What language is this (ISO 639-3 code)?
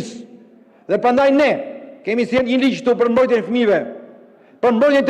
sqi